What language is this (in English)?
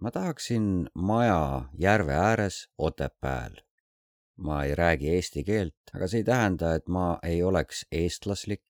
Estonian